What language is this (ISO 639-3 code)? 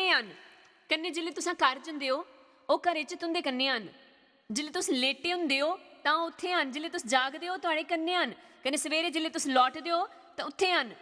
doi